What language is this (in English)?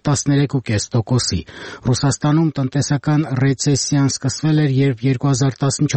Armenian